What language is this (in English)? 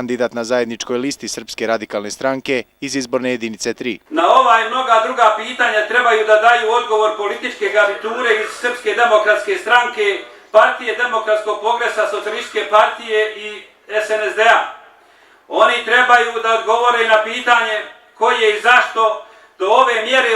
Serbian